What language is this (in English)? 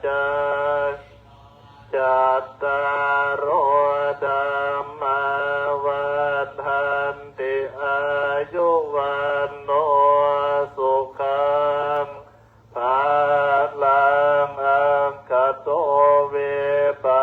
Pali